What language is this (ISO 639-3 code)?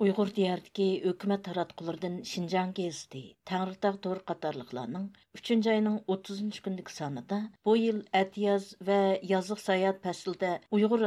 uig